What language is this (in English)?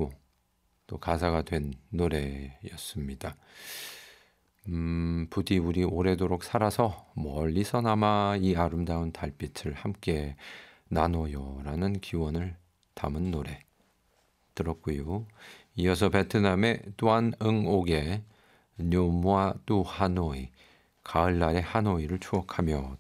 Korean